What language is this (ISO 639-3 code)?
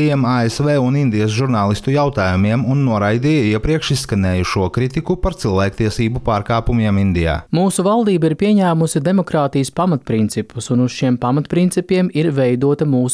lav